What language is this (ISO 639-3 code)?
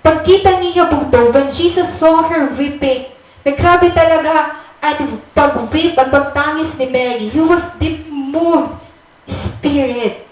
war